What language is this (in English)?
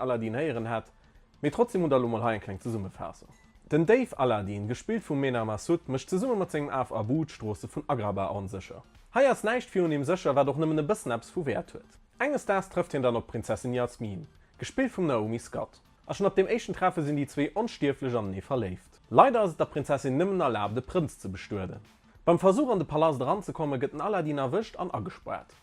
Luxembourgish